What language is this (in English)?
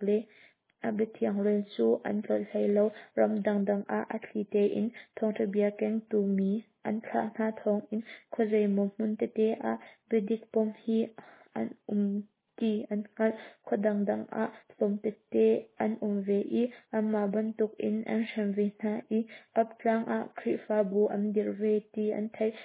Hakha Chin